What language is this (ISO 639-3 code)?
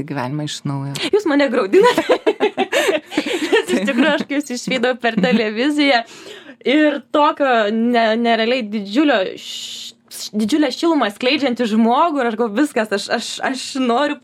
lit